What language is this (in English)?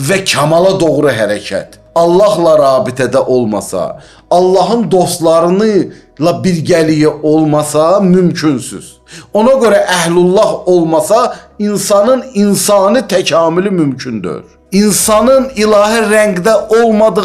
Azerbaijani